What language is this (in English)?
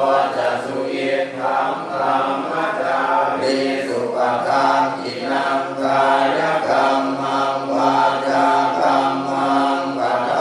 Pali